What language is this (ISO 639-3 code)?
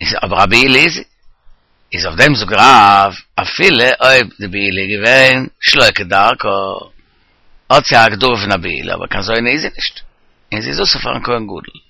yid